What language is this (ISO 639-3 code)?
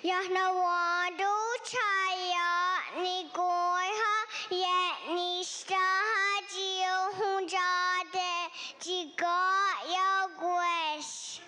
moh